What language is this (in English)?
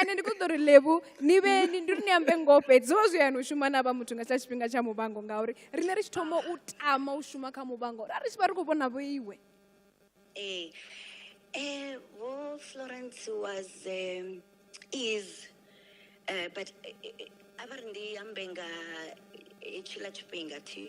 Venda